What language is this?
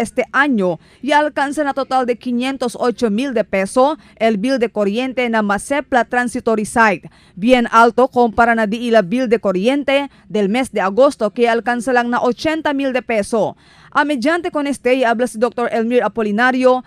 Chavacano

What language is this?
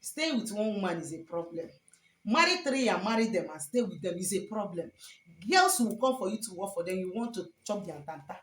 Igbo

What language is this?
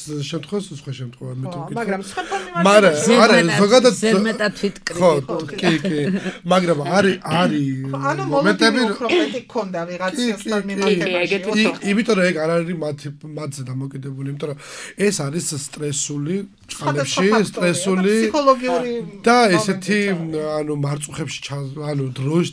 Georgian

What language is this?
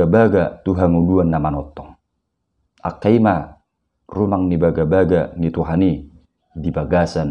Batak Toba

